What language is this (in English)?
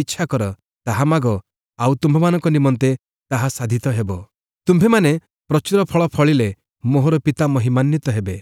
Odia